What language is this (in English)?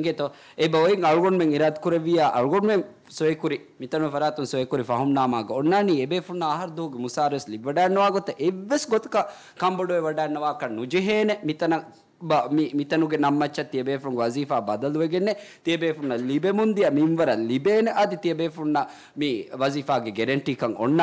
Divehi